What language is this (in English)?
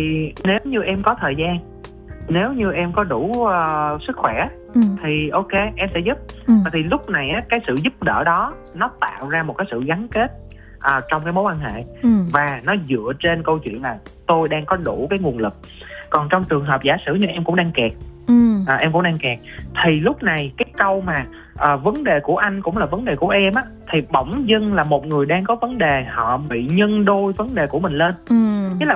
Vietnamese